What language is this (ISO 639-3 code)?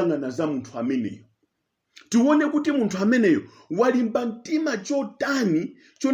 nya